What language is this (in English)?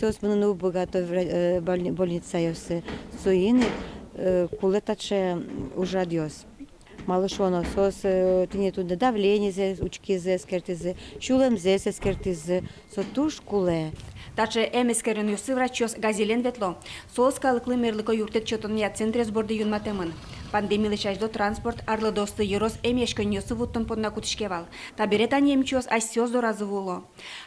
Udmurt